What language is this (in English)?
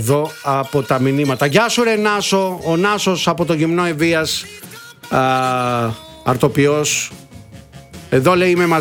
Greek